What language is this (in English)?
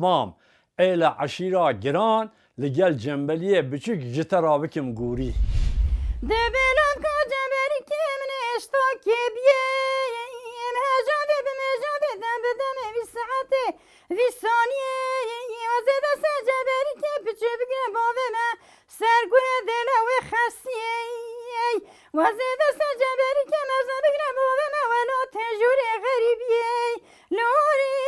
Kurdish